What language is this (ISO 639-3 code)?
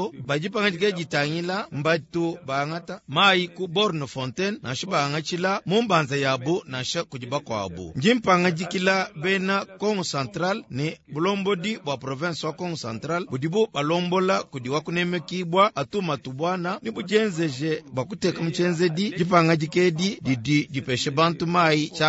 lua